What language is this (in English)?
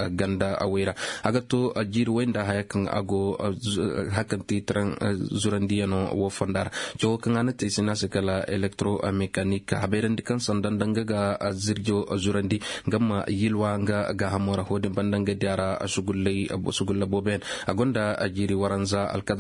Koyraboro Senni